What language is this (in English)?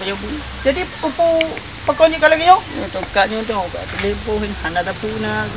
Achinese